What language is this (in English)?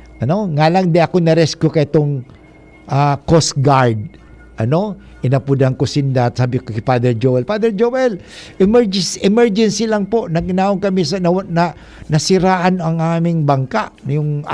Bikol